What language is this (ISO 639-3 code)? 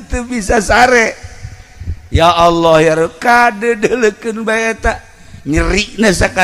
sun